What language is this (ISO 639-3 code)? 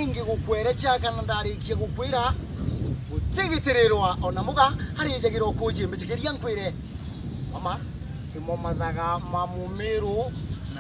mer